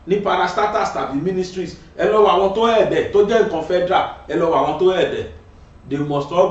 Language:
Yoruba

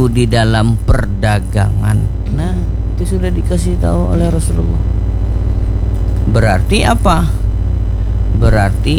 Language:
Indonesian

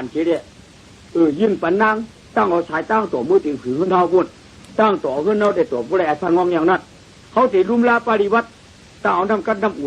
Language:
Shan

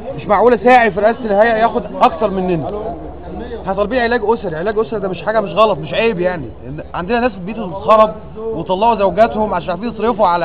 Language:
Egyptian Arabic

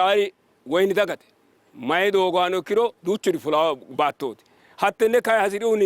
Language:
Sidamo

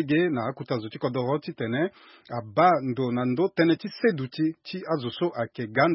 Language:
Sango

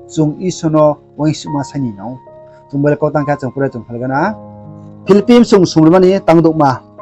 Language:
Riang (India)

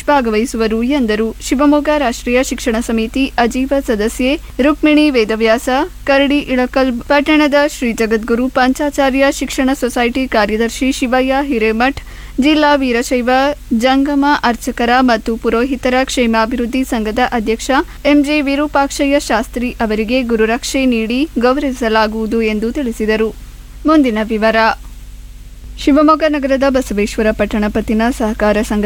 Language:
Kannada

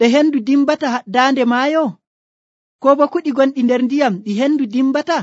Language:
Nigerian Fulfulde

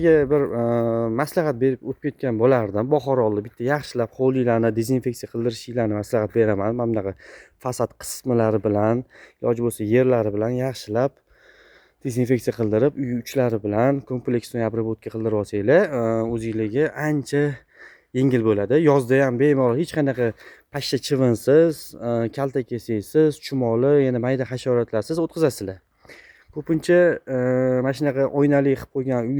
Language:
Uzbek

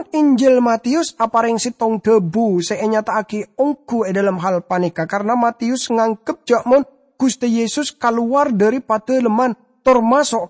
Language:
Madurese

